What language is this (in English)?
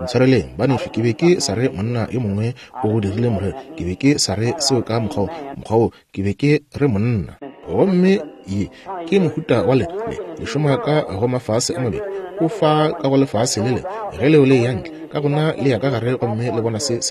Northern Sotho